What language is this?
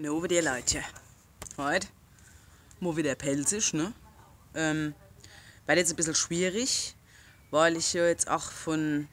Palatine German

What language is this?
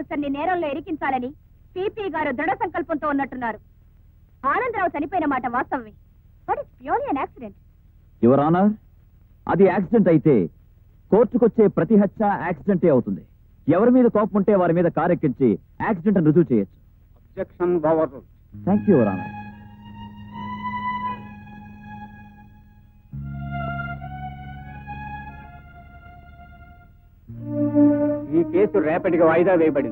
Telugu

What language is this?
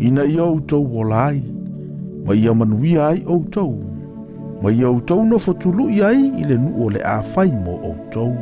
Samoan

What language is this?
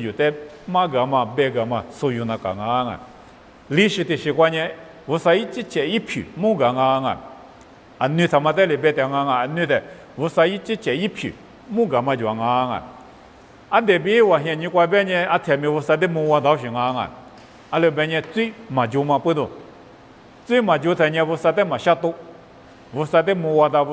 Lisu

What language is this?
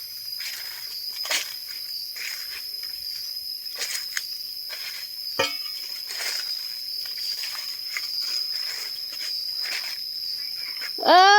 Lao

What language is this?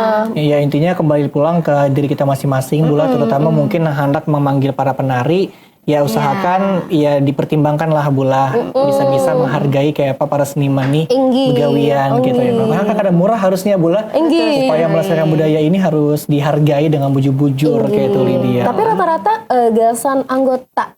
Banjar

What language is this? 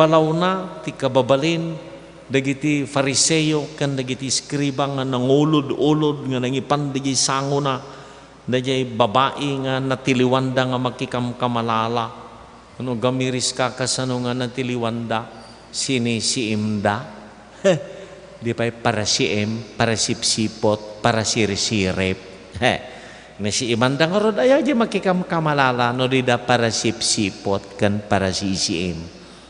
Iloko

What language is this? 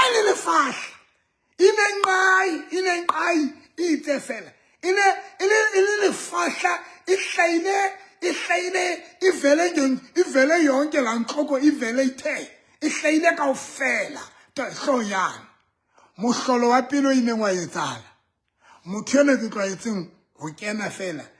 Southern Sotho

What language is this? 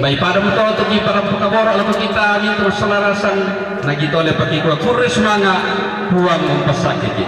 Toraja-Sa'dan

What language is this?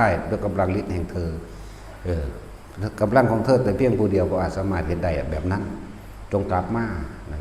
Northeastern Thai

